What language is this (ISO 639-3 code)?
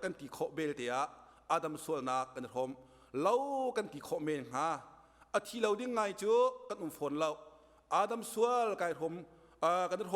cnh